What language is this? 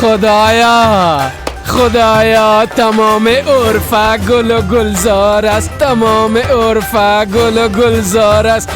Persian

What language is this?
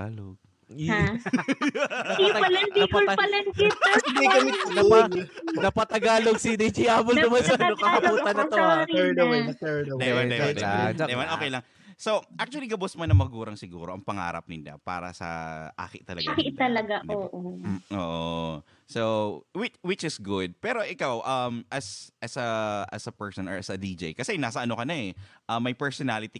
Bikol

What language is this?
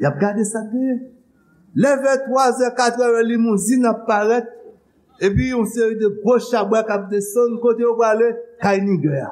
Haitian Creole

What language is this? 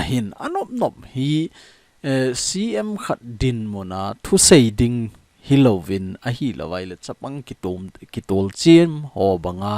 Thado Chin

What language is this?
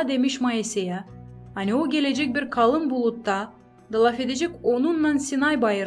Gagauz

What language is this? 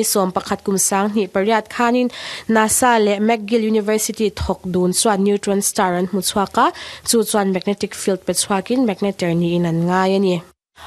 Mizo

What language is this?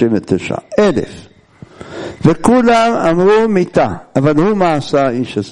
Hebrew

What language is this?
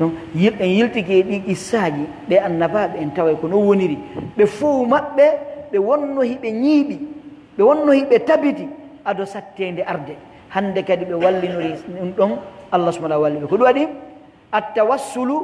Pular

